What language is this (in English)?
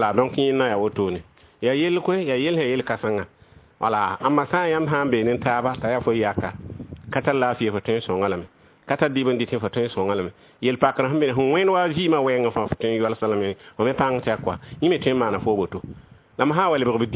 Mossi